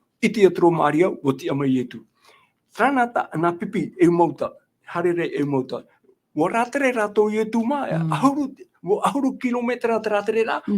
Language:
Tahitian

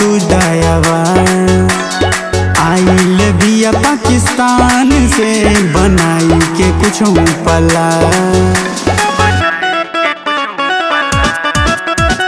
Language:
Bhojpuri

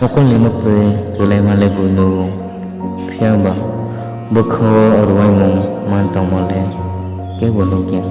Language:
Kok Borok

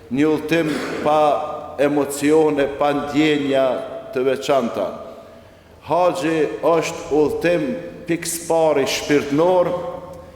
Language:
Albanian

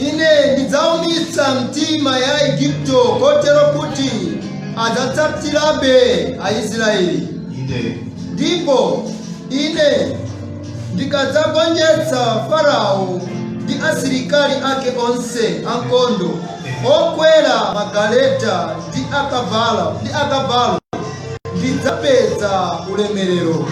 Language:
Nyanja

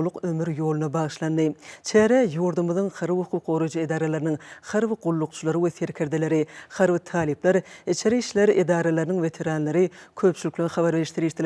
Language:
Turkmen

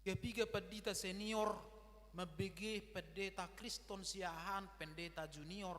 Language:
Batak Toba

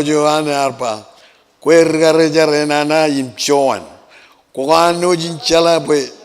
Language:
Marshallese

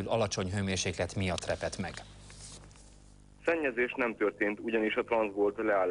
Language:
Hungarian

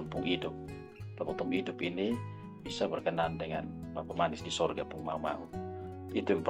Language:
Kupang Malay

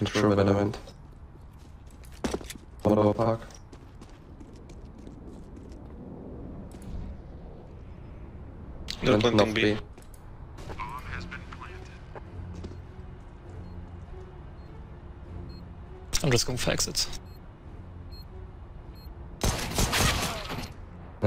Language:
German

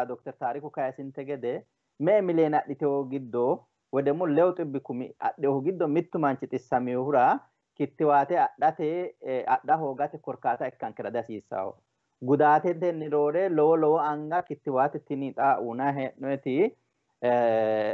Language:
Sidamo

